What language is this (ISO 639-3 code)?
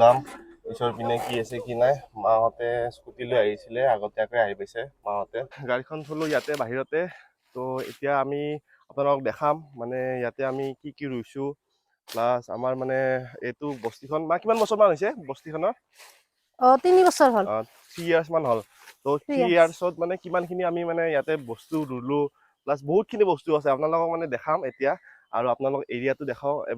asm